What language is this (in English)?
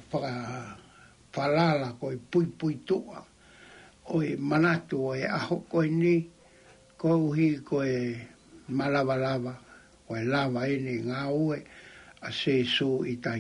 Tongan